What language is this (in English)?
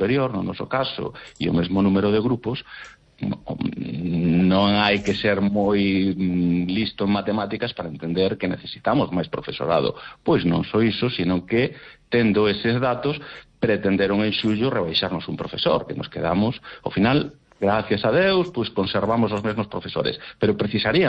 Galician